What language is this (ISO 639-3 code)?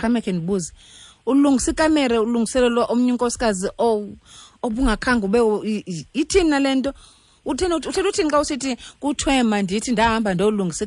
xho